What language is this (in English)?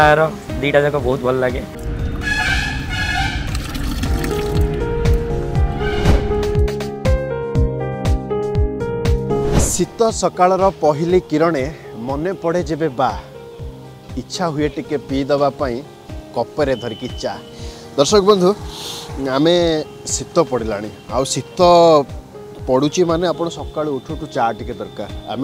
Odia